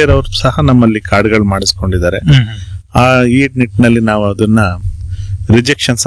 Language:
Kannada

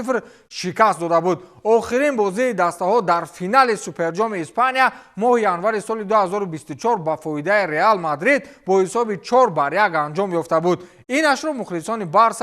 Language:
Tajik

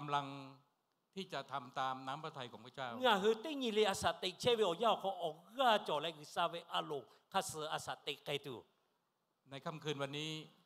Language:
Lahu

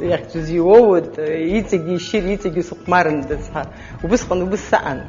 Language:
Abkhazian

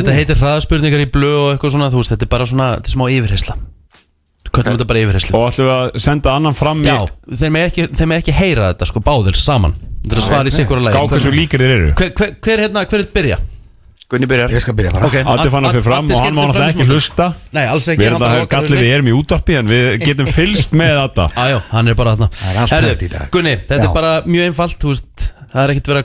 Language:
Icelandic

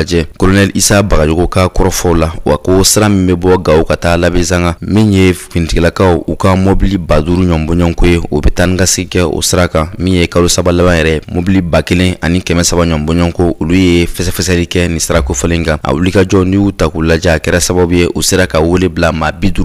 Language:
Bambara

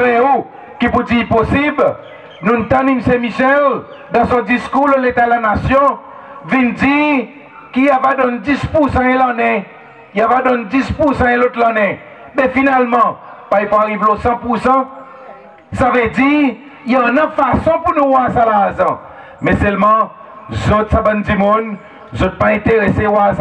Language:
Seselwa Creole French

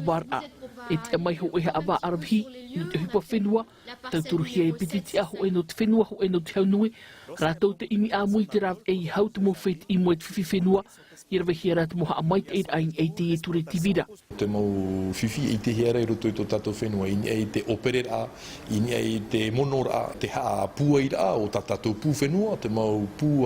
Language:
Tahitian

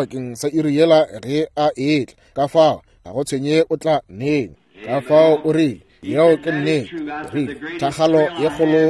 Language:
Northern Sotho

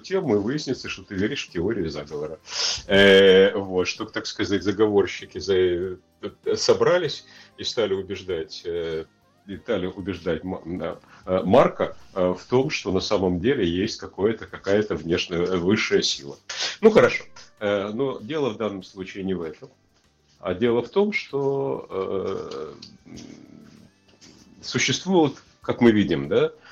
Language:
Russian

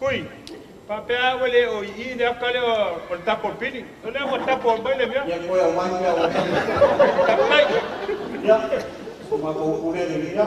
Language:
Samoan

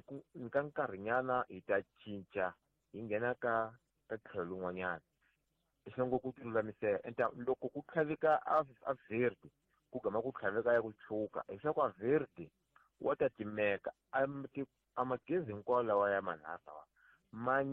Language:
Tsonga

